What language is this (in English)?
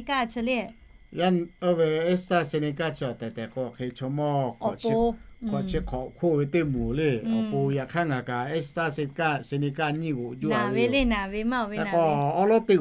Lahu